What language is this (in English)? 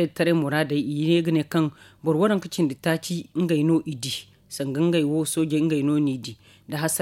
Zarma